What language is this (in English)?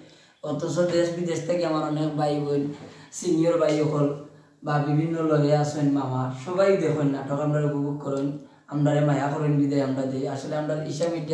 Sylheti